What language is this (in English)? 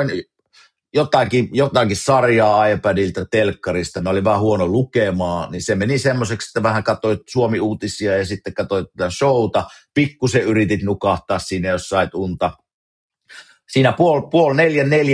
Finnish